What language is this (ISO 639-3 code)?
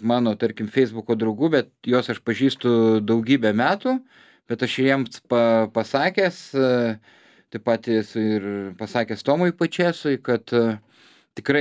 lit